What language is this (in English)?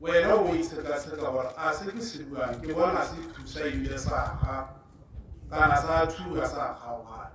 Tswana